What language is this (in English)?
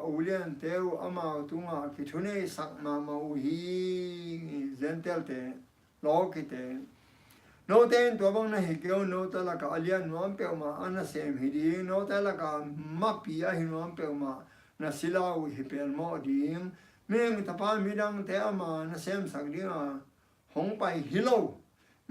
Tedim Chin